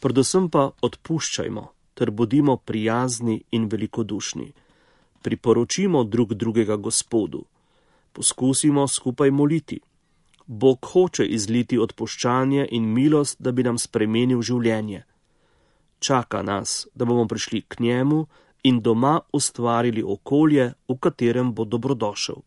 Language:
Slovenian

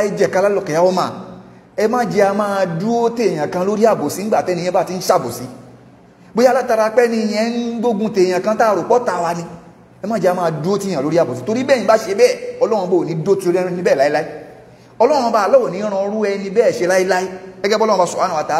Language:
Yoruba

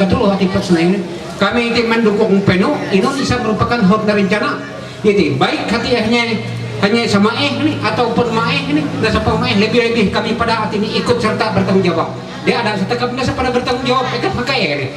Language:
Ma'anyan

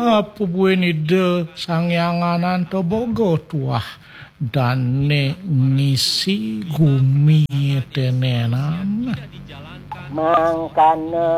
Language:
Balinese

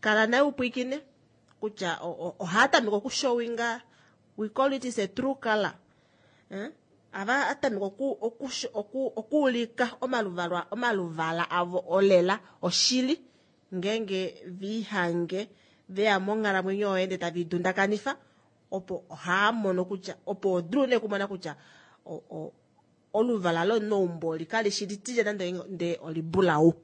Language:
Kuanyama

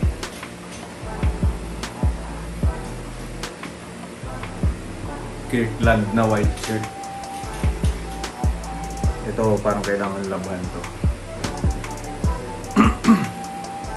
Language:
Filipino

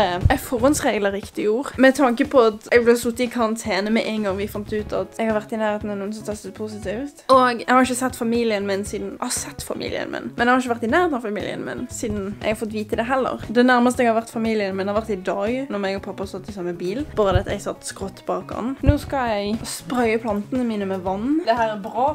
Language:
Norwegian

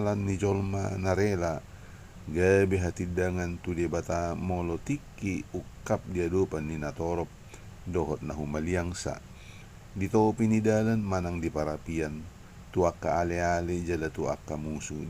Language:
Batak Toba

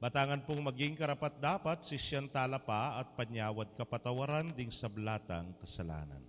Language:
Pampanga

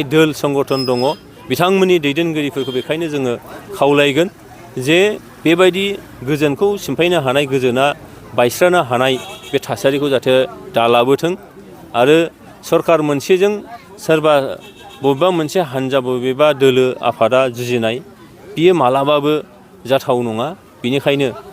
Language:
Bodo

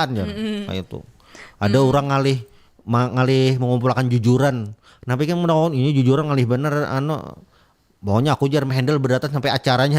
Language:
Banjar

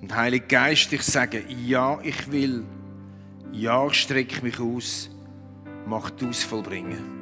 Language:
Swiss German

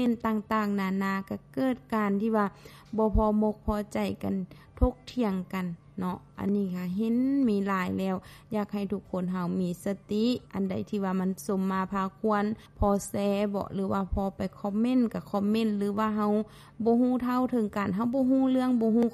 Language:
Lao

